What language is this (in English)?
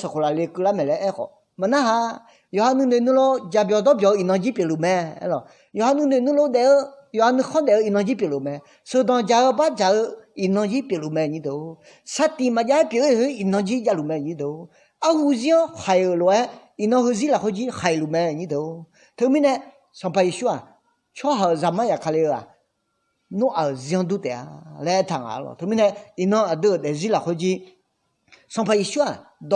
Akha